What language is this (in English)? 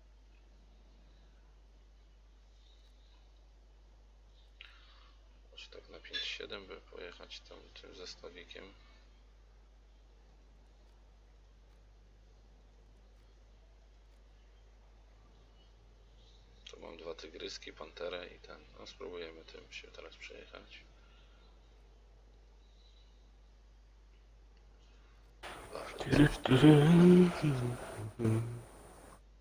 Polish